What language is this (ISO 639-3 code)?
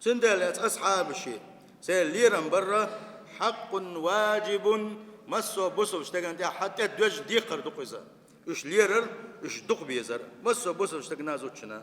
che